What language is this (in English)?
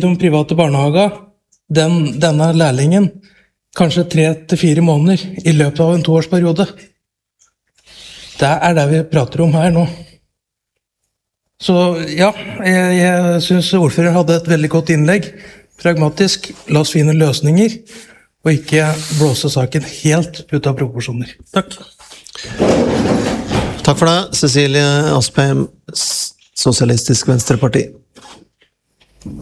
Norwegian